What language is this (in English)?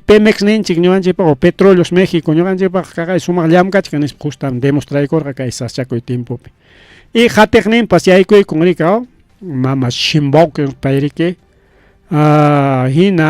Ayacucho Quechua